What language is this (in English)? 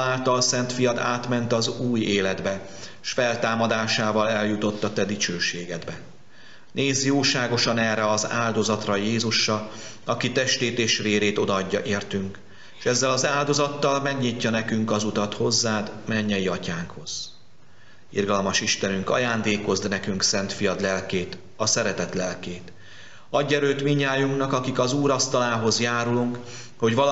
Hungarian